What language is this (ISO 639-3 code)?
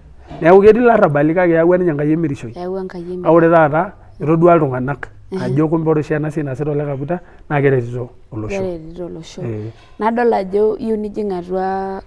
mas